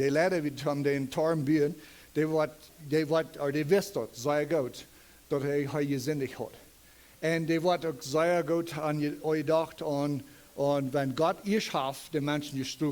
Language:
Plautdietsch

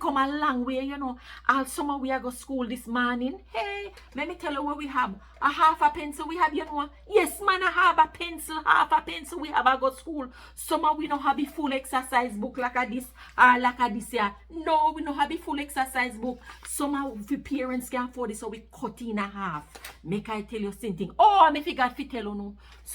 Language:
Jamaican Creole English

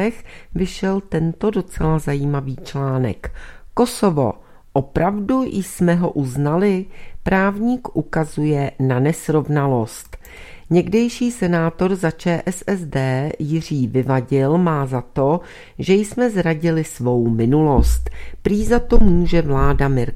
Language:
Czech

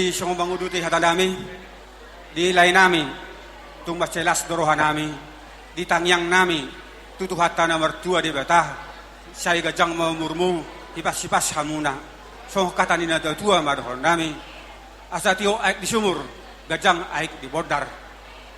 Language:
Batak Toba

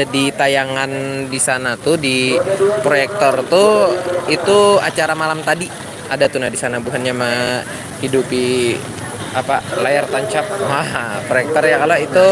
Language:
Banjar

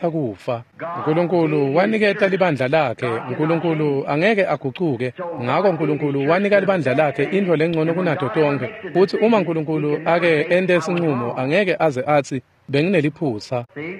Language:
Swati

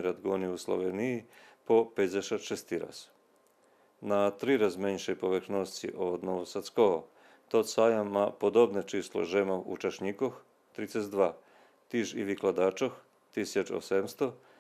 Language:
Rusyn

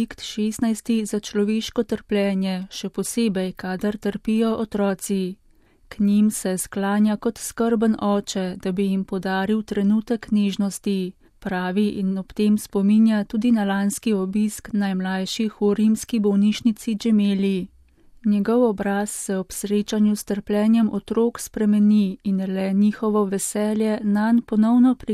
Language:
Slovenian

